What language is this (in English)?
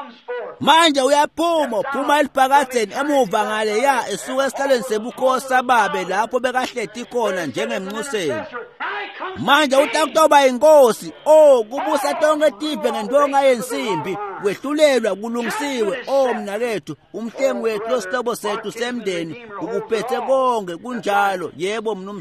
Swati